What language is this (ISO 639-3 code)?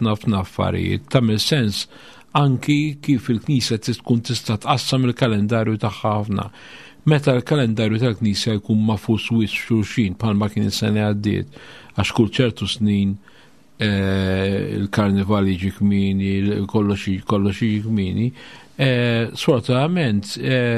mlt